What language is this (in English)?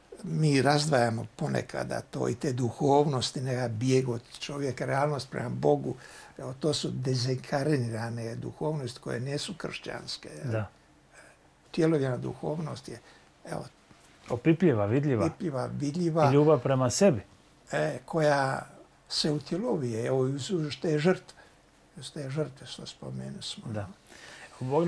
Croatian